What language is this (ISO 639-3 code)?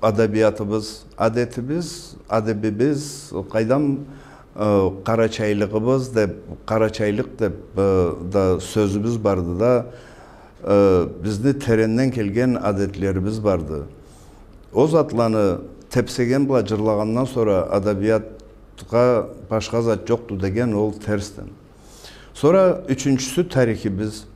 krc